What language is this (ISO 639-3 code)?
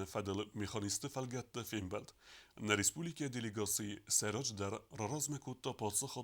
oss